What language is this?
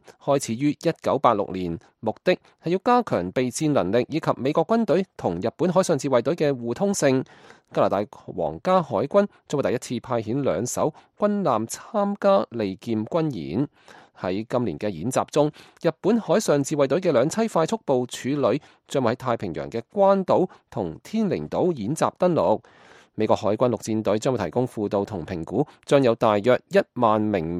Cantonese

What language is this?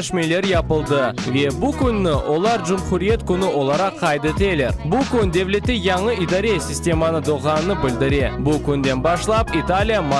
Crimean Tatar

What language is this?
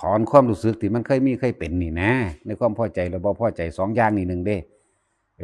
Lao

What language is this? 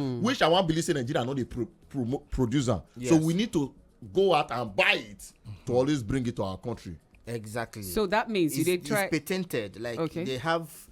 Nigerian Pidgin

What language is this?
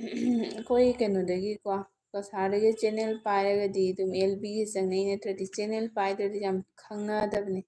Manipuri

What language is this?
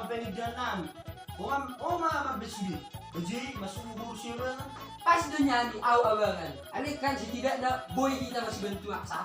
Batak Toba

